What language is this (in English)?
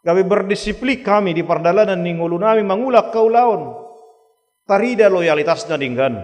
Batak Toba